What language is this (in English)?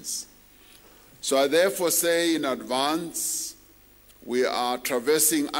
English